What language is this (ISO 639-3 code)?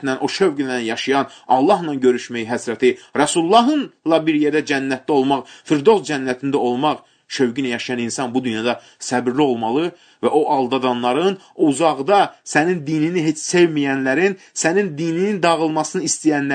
aze